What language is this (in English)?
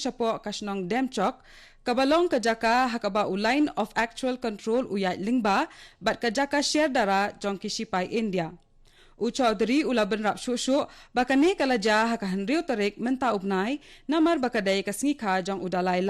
Khasi